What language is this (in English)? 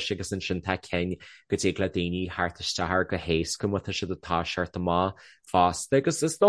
Irish